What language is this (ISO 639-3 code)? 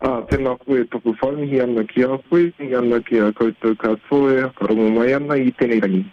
mri